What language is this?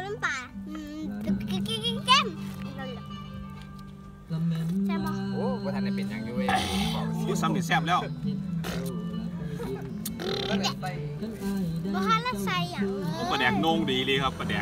Thai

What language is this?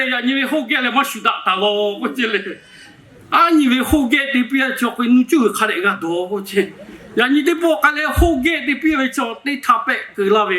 Lahu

